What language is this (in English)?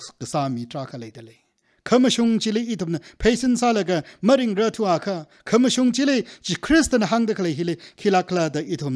Tangkhul Naga (India)